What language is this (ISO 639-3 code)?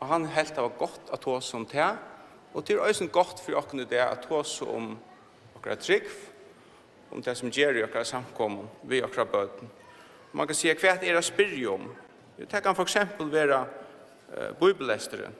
fao